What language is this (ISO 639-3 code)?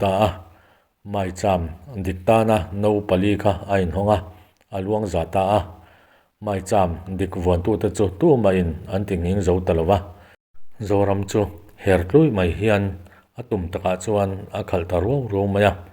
lus